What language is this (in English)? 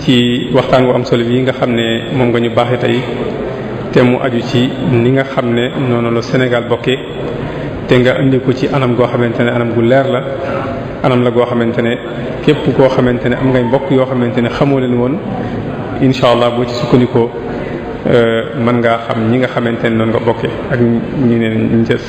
Wolof